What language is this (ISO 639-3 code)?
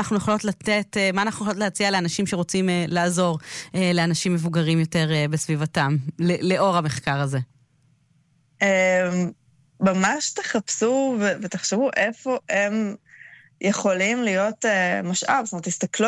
heb